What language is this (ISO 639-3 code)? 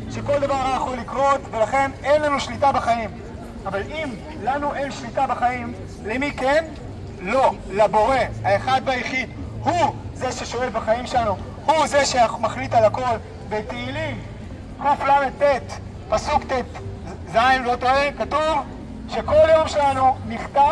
heb